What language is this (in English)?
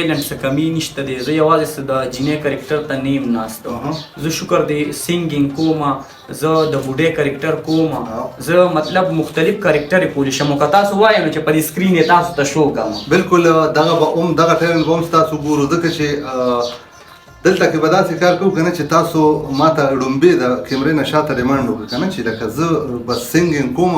Pashto